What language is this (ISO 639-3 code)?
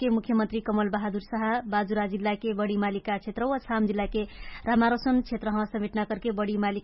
thl